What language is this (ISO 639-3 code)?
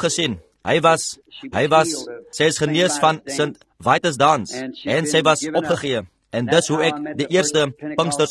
afr